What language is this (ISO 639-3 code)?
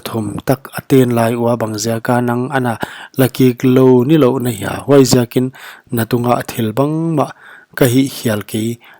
pck